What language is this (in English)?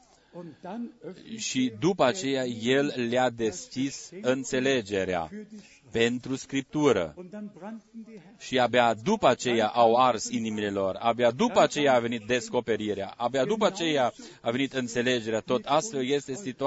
Romanian